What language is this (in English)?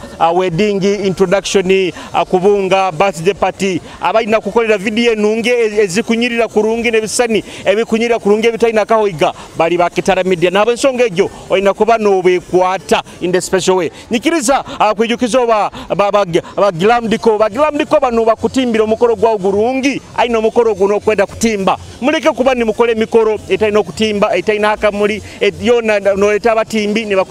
Nyoro